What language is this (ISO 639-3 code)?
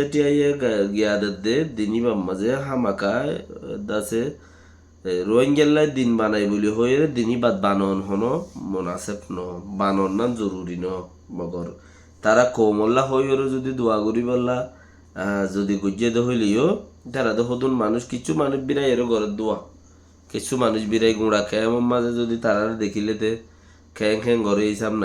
rhg